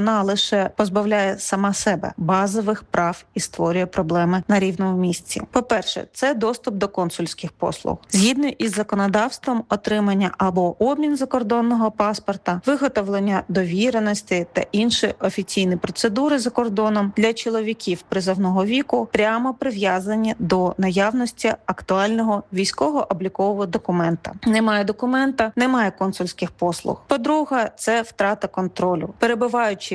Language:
Ukrainian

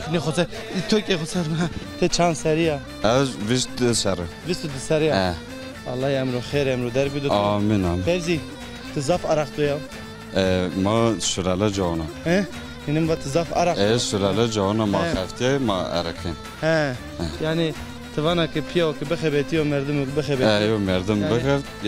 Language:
Zaza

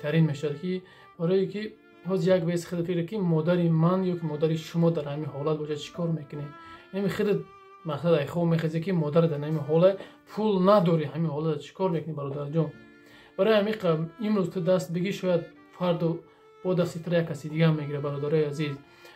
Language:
Tajik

